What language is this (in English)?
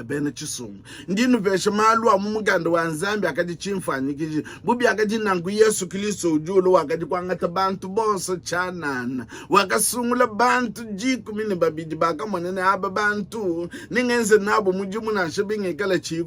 Luba-Lulua